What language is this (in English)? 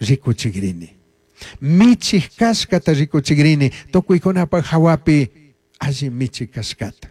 Chimborazo Highland Quichua